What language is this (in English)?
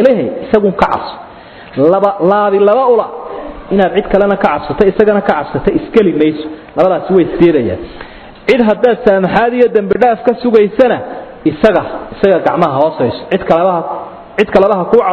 Somali